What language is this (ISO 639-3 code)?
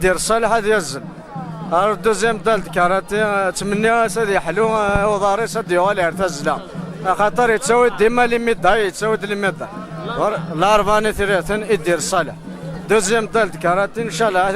kab